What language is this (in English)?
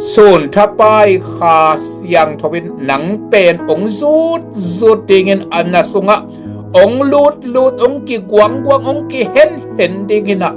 Tedim Chin